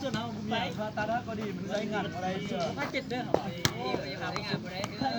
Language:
Lao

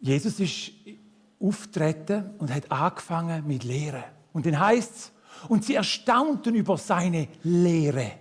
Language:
Swiss German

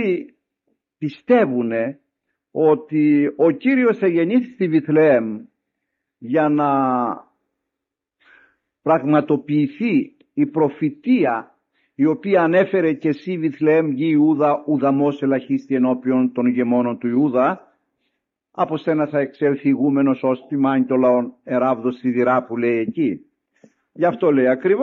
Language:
Greek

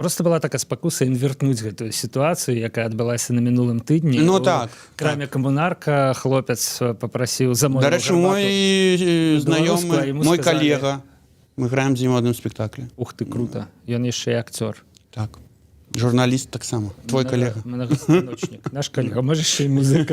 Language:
Belarusian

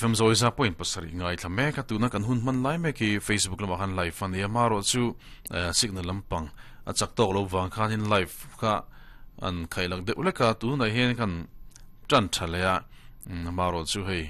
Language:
Mizo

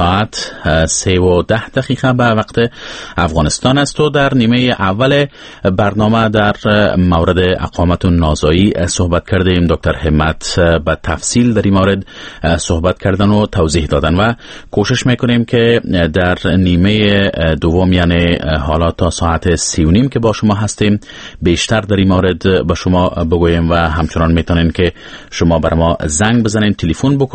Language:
Persian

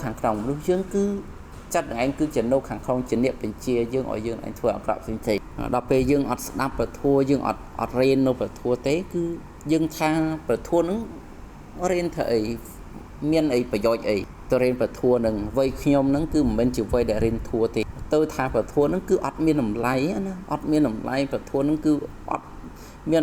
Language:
Khmer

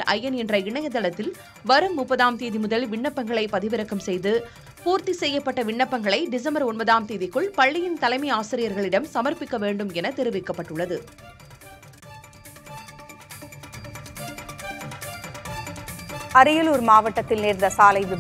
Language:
Tamil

